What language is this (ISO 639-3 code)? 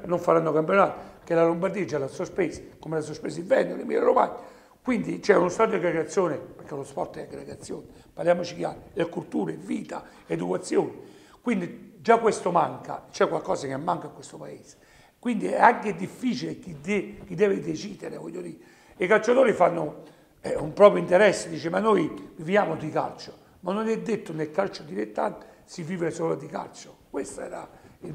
ita